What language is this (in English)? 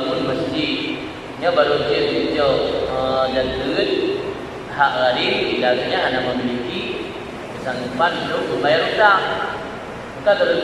Achinese